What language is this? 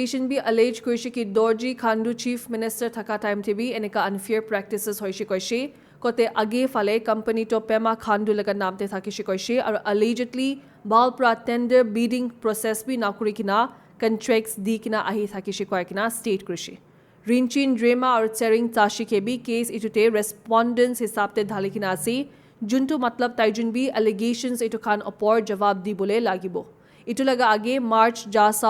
Naga Pidgin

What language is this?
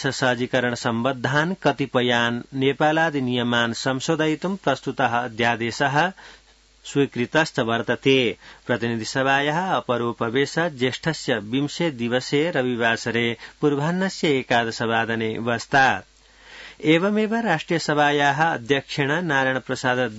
Sanskrit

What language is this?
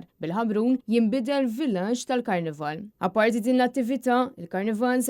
Maltese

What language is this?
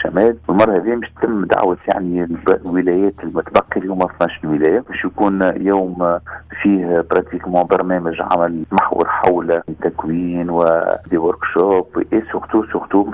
Tunisian Arabic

